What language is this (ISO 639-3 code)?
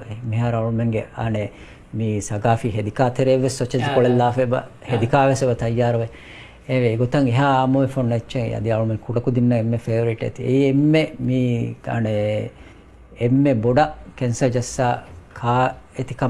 div